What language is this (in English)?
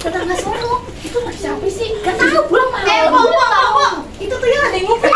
Betawi